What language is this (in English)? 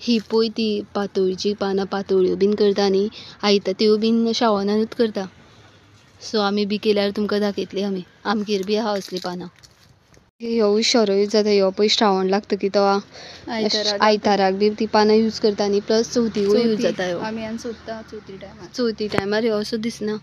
Konkani